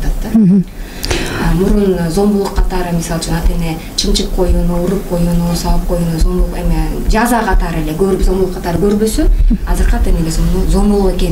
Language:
Kyrgyz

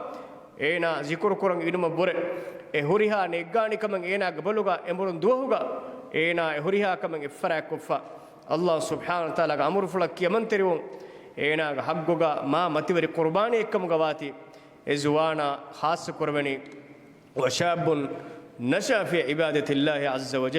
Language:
Divehi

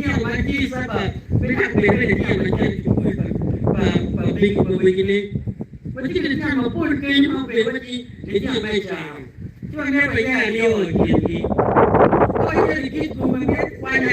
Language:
Acoli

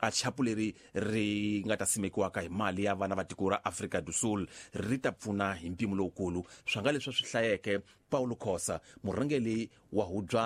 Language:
Tsonga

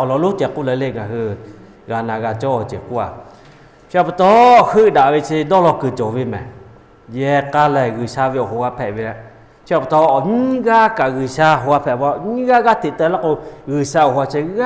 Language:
Lahu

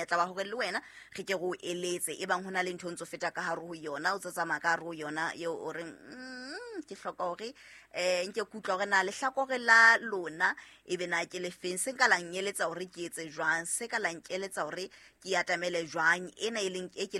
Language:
Southern Sotho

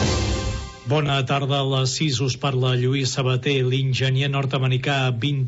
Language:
Catalan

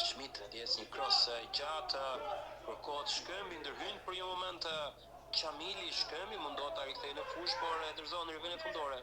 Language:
Albanian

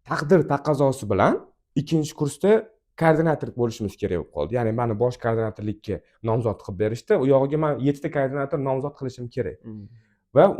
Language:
Uzbek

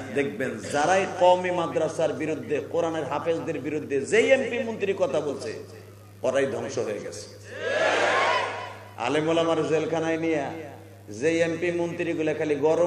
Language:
Bangla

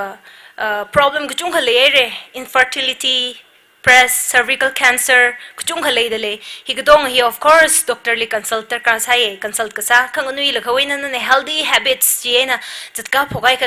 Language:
Tangkhul Naga (India)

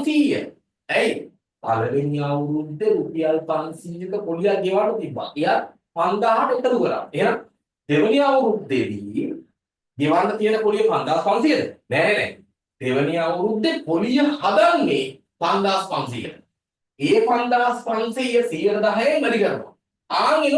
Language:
Sinhala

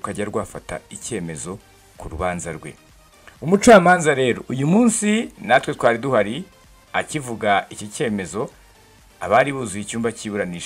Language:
Kinyarwanda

